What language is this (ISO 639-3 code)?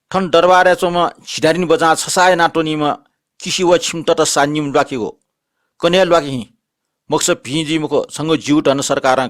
new